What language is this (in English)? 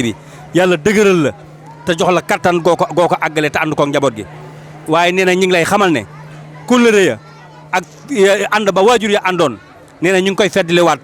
Wolof